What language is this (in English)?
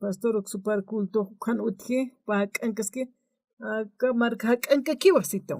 Aymara